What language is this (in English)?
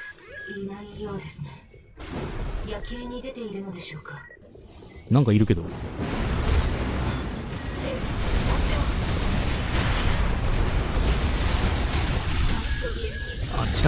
Japanese